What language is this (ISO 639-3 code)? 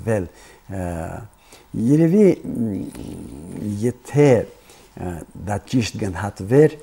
hye